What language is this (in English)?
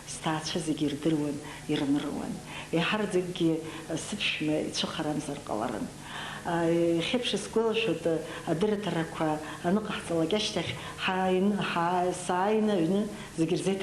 Abkhazian